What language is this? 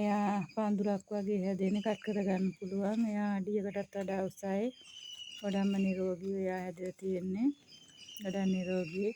Sinhala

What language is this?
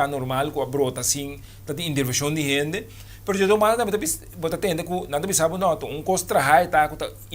Papiamento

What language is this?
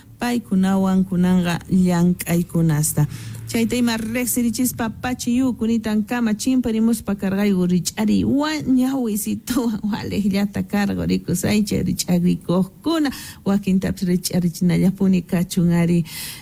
South Bolivian Quechua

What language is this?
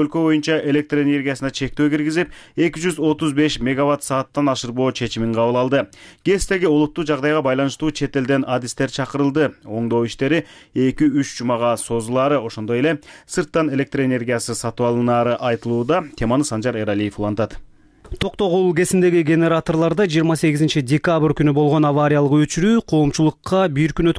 Kyrgyz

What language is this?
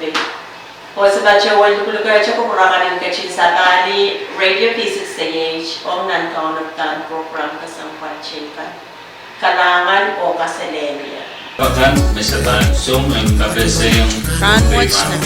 Pohnpeian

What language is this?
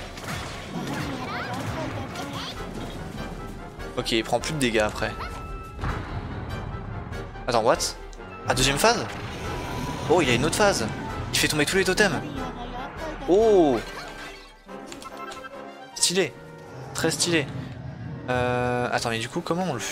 French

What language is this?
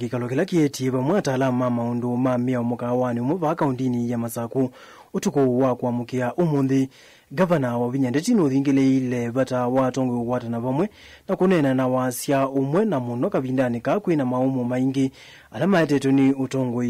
Kamba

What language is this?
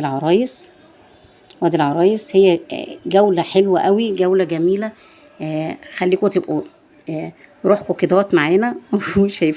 Egyptian Arabic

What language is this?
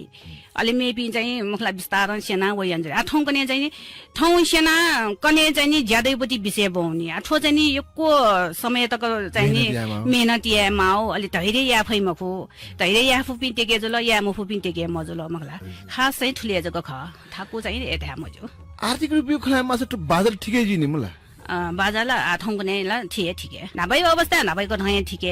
Newari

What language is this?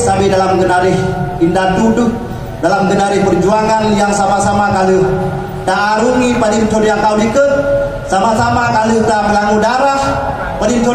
Achinese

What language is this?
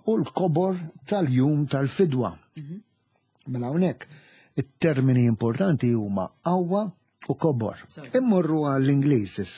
Maltese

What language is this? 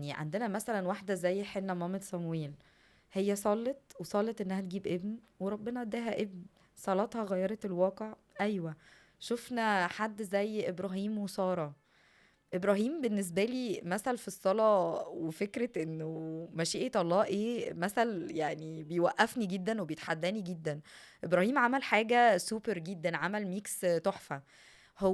Egyptian Arabic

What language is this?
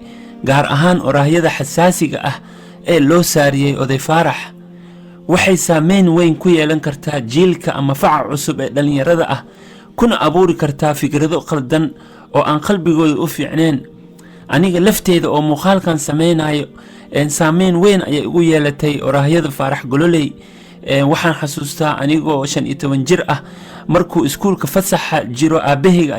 Somali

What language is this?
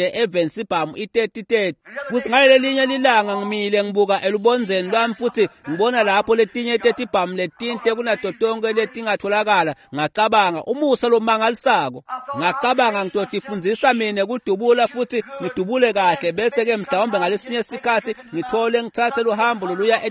Swati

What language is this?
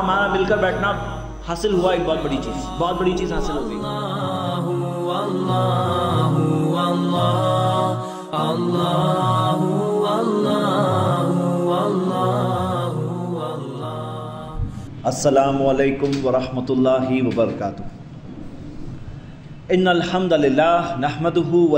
Urdu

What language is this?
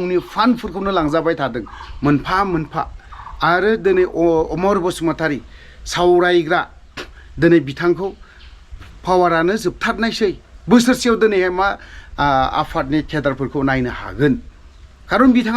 Bodo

